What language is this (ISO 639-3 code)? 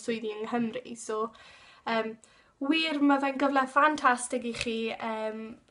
cym